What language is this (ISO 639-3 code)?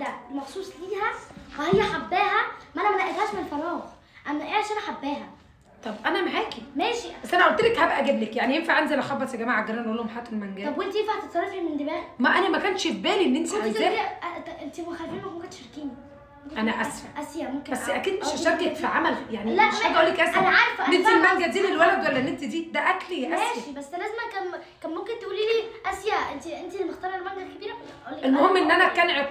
arz